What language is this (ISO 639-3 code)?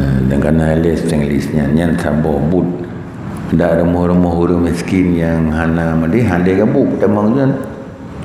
ace